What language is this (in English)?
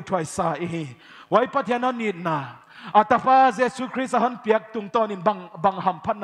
Paite Chin